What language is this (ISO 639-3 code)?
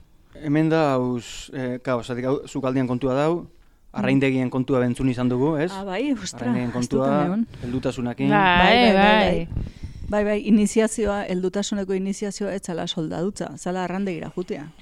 eus